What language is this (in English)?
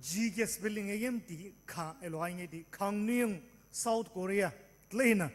Sumi Naga